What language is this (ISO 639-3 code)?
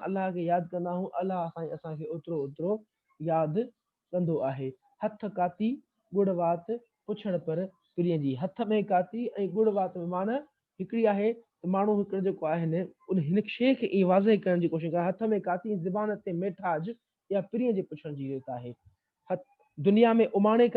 snd